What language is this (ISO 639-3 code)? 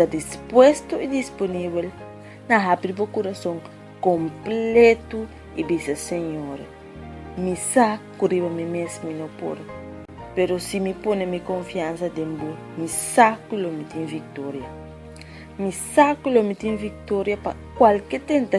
pap